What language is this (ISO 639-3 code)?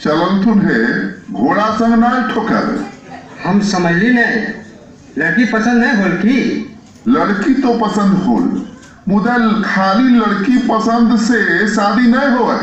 mag